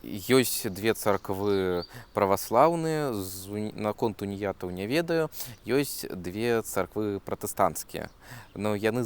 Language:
Belarusian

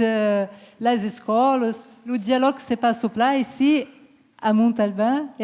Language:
Occitan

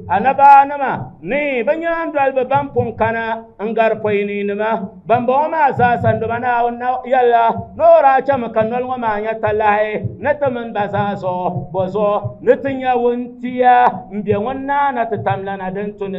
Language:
Dagbani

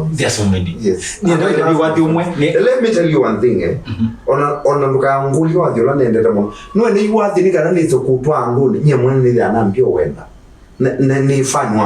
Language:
Kamba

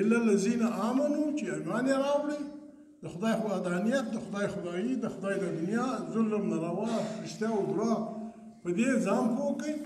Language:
Pashto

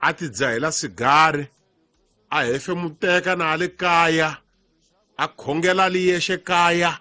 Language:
Tsonga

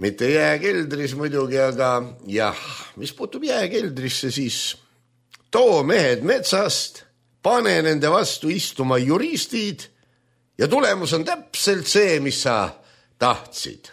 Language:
Estonian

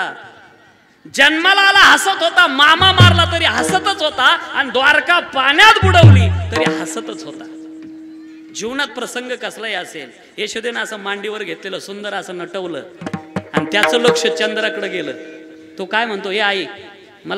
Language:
Marathi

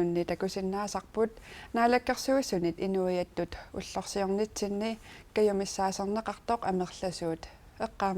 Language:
Kalaallisut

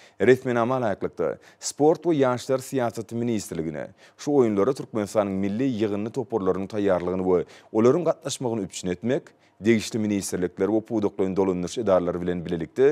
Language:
Turkmen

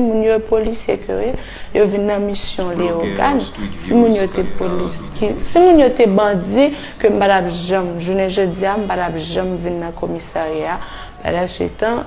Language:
Haitian Creole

